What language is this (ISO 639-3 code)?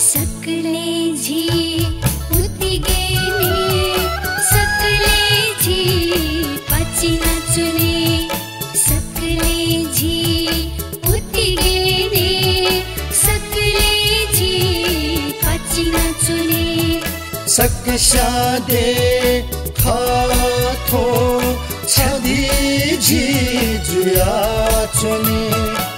new